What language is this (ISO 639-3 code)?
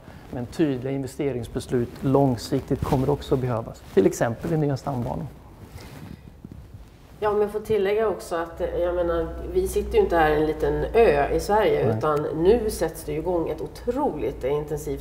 swe